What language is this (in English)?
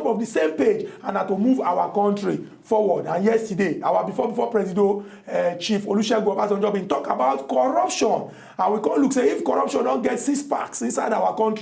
Nigerian Pidgin